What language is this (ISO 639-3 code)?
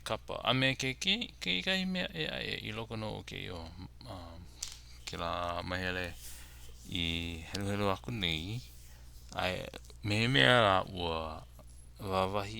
haw